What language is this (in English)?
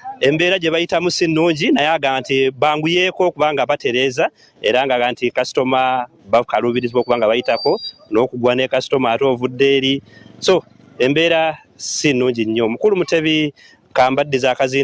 Ganda